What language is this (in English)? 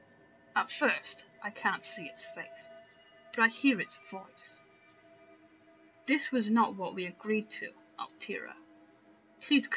English